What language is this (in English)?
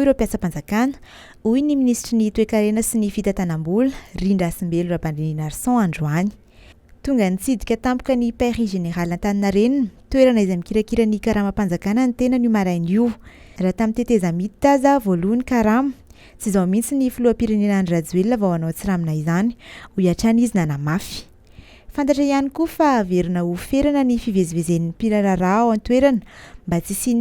Malagasy